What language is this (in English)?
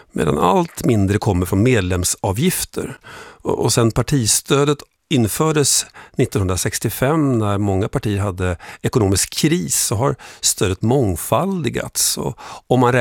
Swedish